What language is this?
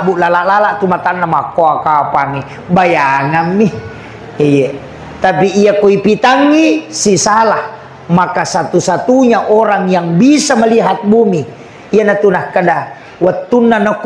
Buginese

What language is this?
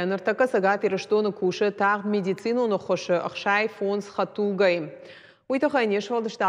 Ossetic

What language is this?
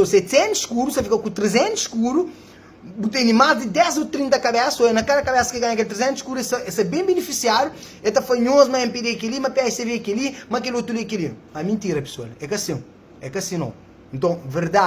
Kabuverdianu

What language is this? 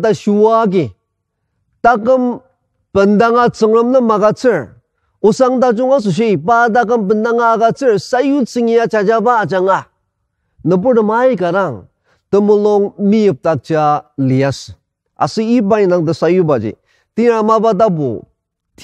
Ao Naga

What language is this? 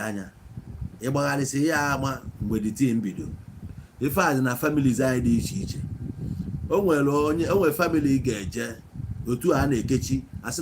Igbo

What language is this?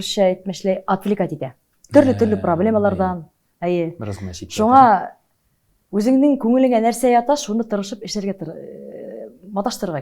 Tatar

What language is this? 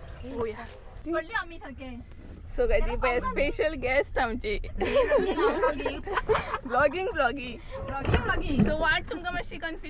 Konkani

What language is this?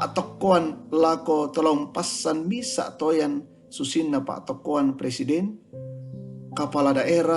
Toraja-Sa'dan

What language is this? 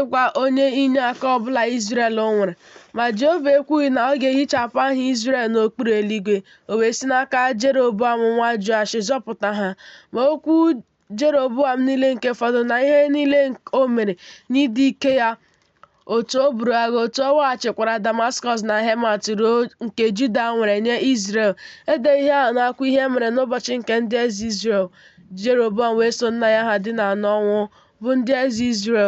Igbo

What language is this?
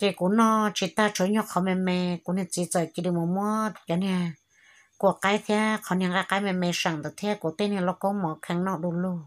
Hmong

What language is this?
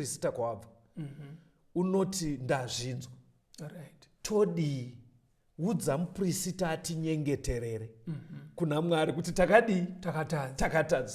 Shona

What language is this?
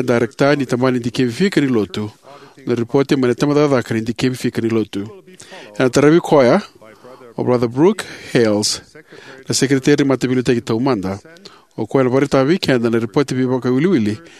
Fijian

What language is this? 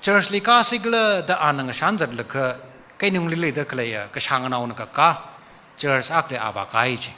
Tangkhul Naga (India)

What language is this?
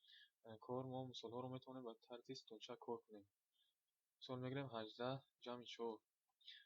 Tajik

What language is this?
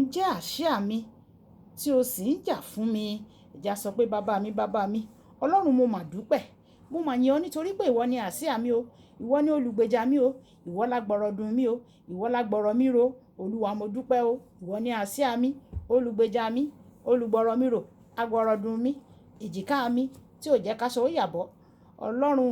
Yoruba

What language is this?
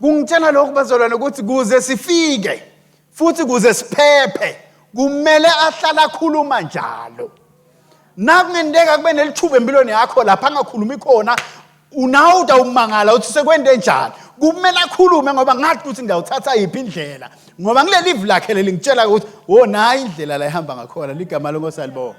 Swati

